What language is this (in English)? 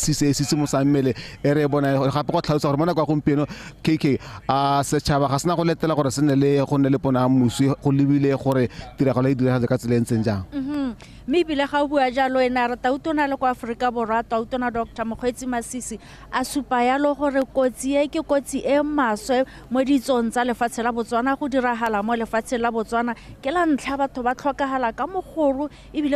Tswana